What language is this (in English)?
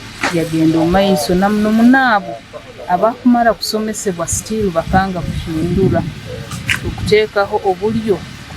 Nyankole